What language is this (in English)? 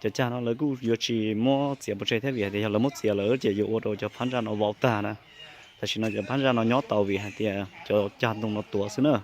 Hmong